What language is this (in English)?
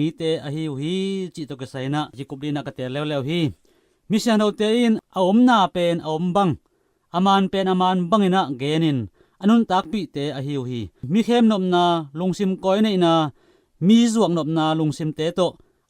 Tedim Chin